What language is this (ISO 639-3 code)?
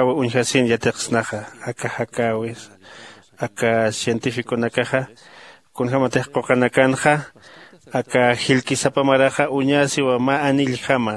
aym